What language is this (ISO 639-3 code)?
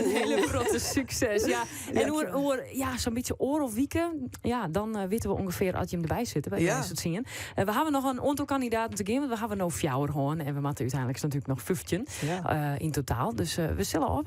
fry